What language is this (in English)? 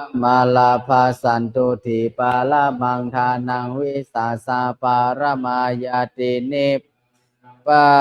Pali